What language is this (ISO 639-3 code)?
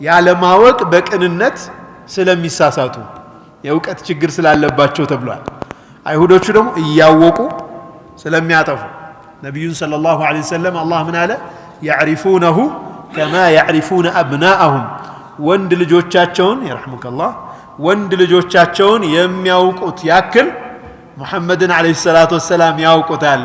amh